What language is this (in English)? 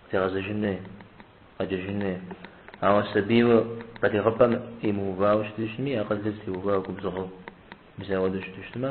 Kabardian